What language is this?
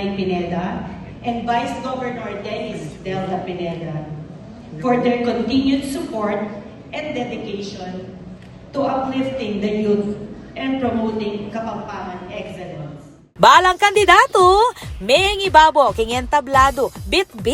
Pampanga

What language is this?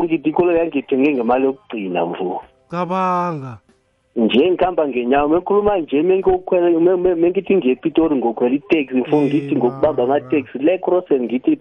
South Ndebele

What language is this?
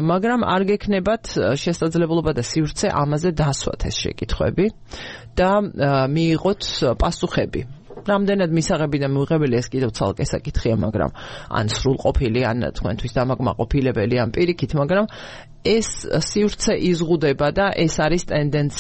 Georgian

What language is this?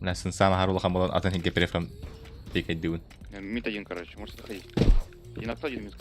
Yakut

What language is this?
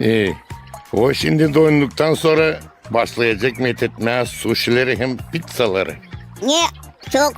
Gagauz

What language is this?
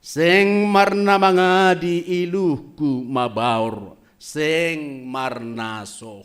Batak Simalungun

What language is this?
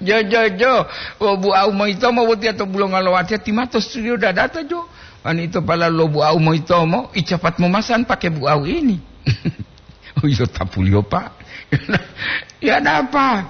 Gorontalo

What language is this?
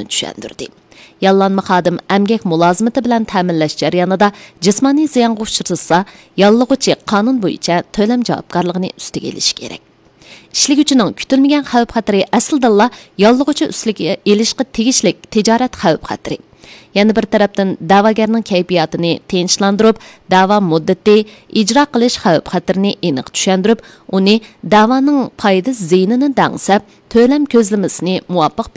Uyghur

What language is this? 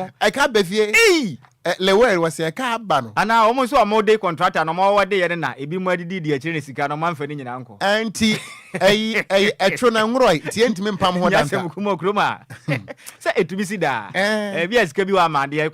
Akan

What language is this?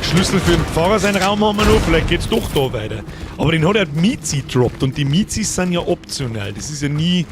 Bavarian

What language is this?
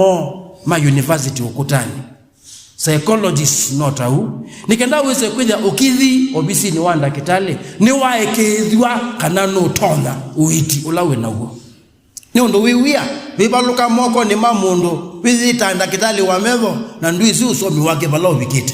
Kamba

